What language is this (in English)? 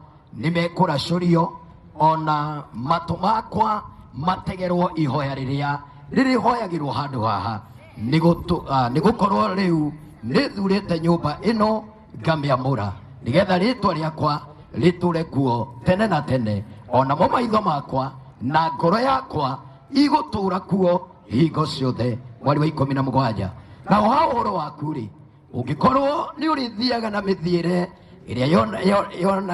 Kikuyu